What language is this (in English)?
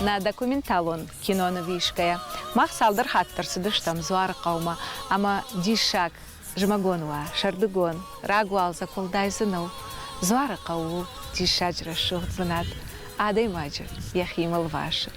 Ossetic